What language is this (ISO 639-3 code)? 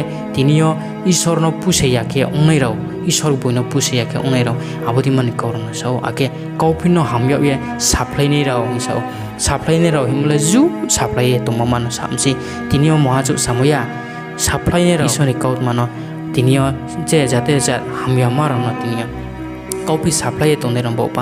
ria